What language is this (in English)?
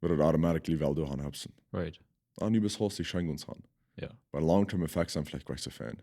Plautdietsch